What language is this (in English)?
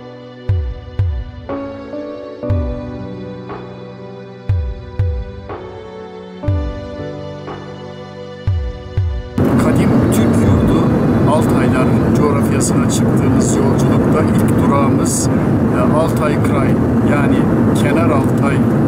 Turkish